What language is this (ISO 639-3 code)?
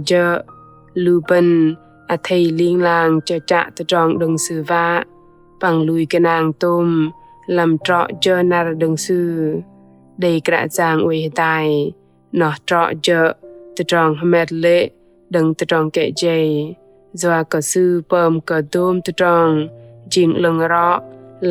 bdq